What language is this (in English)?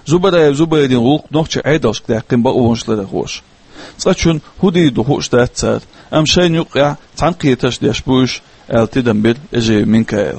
Chechen